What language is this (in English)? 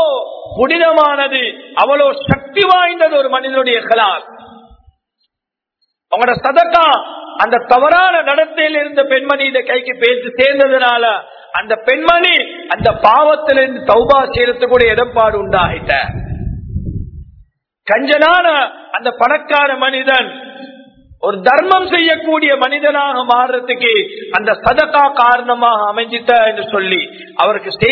Tamil